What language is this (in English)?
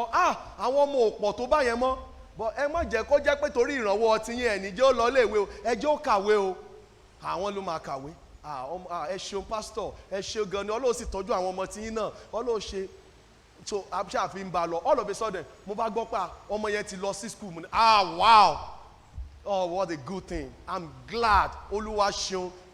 Yoruba